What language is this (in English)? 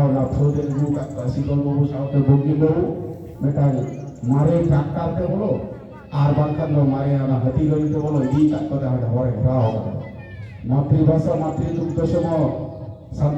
Santali